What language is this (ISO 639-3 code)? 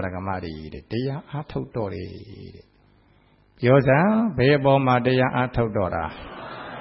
mya